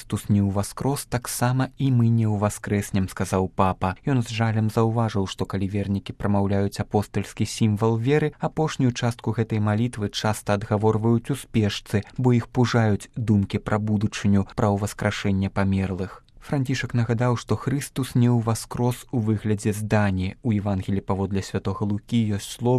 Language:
Belarusian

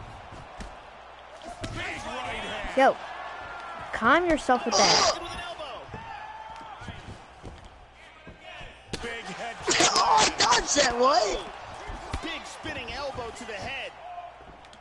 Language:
English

